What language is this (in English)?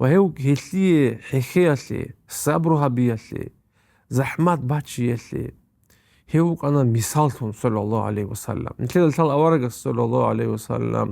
Avaric